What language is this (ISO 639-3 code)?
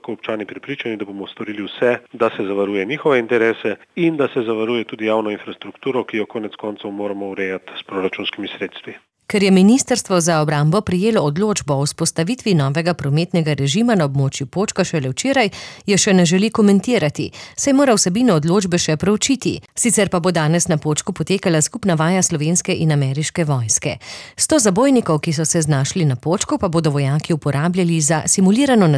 slv